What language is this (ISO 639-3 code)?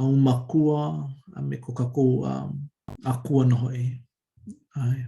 haw